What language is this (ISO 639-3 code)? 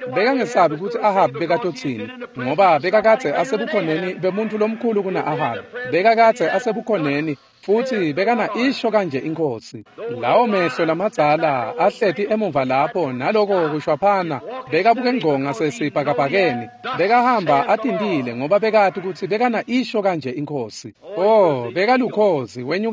ssw